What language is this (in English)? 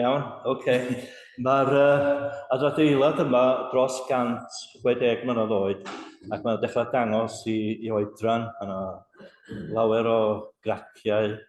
Welsh